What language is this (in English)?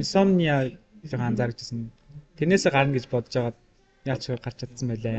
Mongolian